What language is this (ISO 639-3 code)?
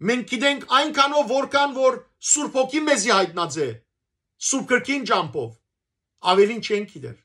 hyw